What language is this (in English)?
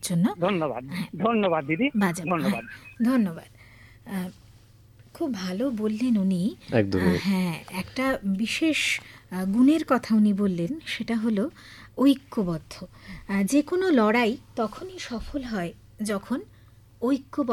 Bangla